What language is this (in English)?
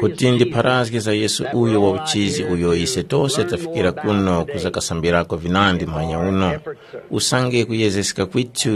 Tumbuka